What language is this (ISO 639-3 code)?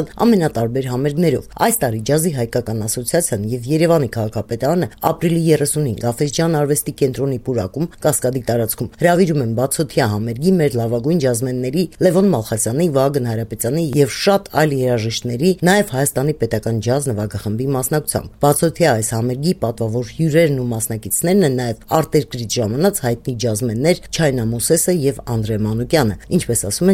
hye